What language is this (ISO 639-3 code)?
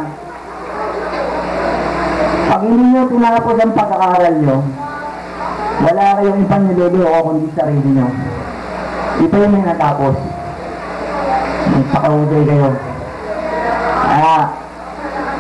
fil